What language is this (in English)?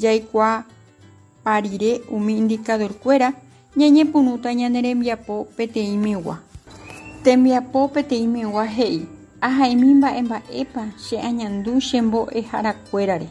Guarani